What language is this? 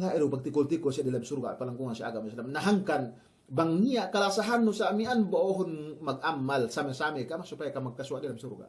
Yakan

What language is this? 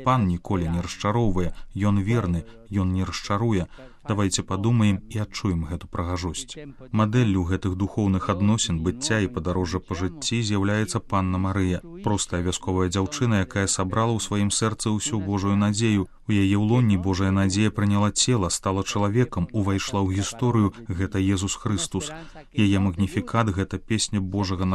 Belarusian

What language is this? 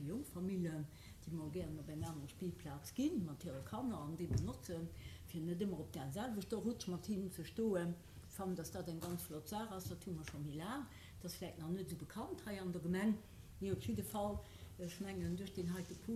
Luxembourgish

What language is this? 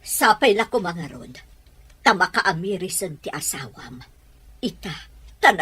Iloko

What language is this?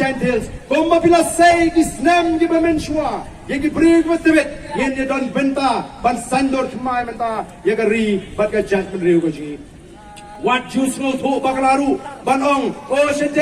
Khasi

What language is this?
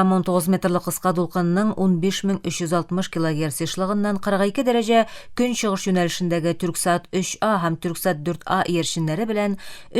Tatar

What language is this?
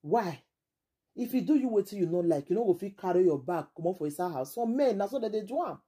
Nigerian Pidgin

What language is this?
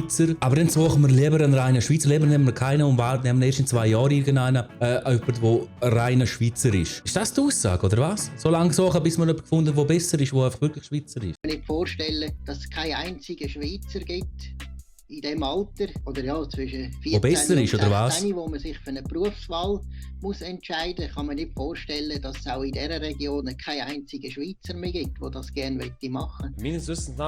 Swiss German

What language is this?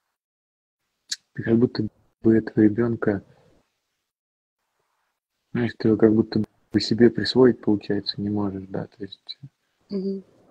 Russian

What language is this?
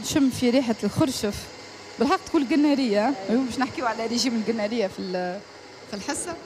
Tunisian Arabic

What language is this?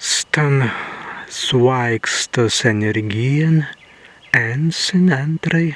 Prussian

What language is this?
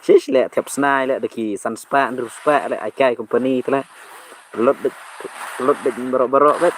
Khasi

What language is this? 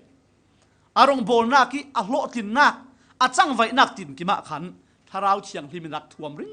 Falam Chin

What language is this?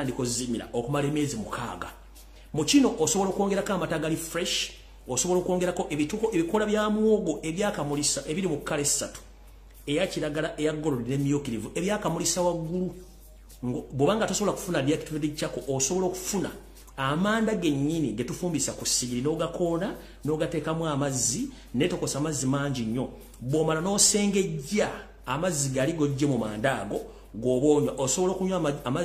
Ganda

